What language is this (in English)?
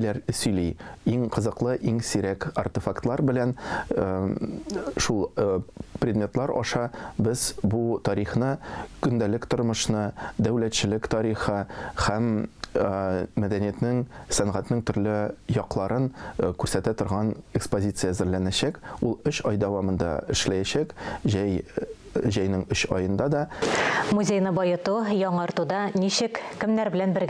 Tatar